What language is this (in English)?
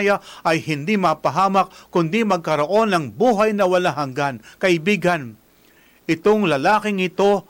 Filipino